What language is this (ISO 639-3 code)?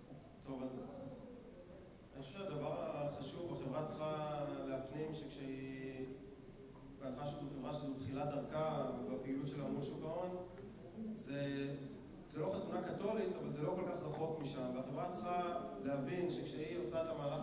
heb